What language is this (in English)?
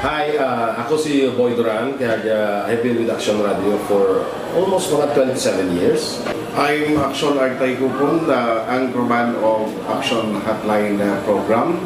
Hiligaynon